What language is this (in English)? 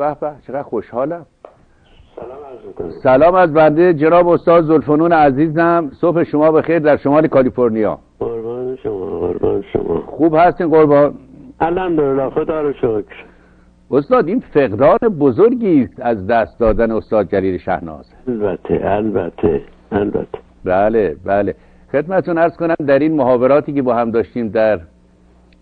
Persian